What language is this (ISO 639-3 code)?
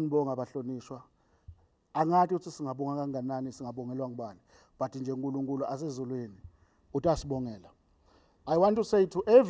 ssw